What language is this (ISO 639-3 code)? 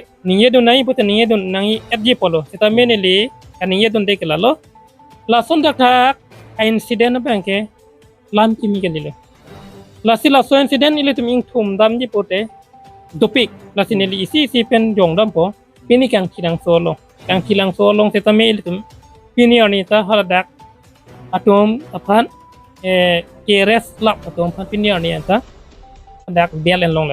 mjw